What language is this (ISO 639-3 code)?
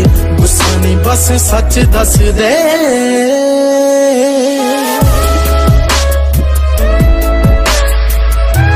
pan